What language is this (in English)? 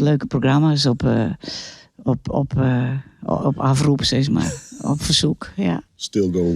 Western Frisian